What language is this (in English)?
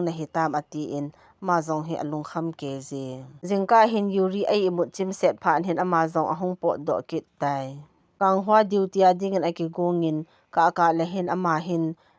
Thado Chin